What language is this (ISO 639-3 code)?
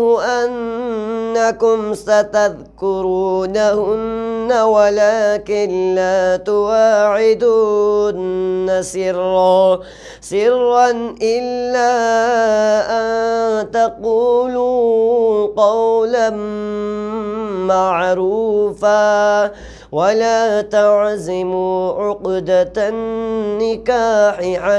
ara